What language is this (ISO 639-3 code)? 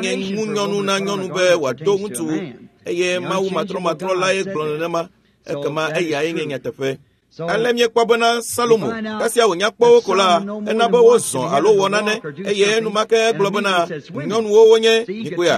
ewe